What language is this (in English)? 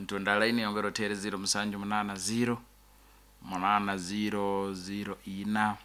Nyankole